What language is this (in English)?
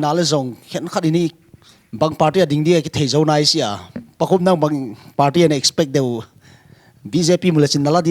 Paite Chin